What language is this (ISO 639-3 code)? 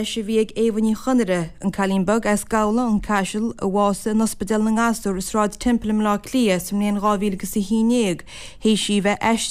gle